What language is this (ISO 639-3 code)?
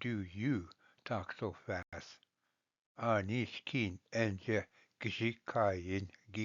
oji